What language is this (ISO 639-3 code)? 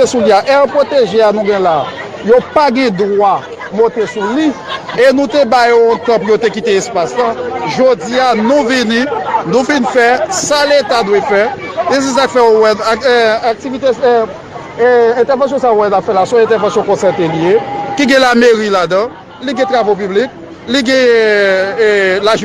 hat